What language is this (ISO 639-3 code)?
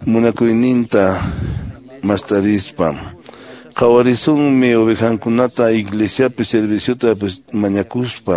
que